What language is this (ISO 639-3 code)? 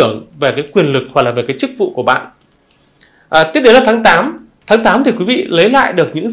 vie